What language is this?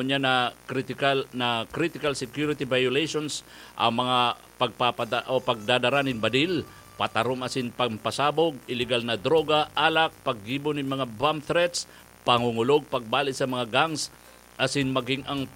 Bikol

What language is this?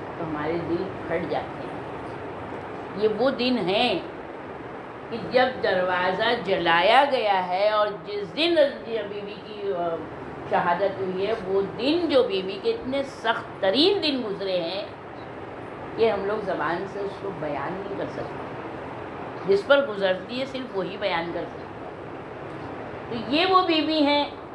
Urdu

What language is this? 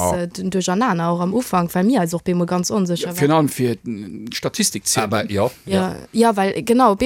Luxembourgish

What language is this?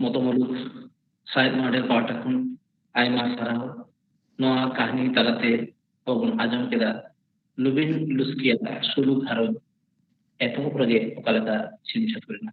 Santali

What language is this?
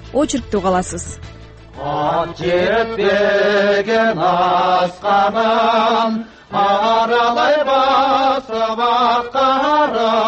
Kyrgyz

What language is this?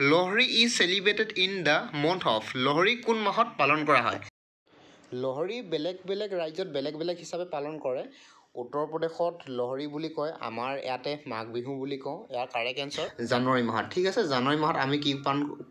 Assamese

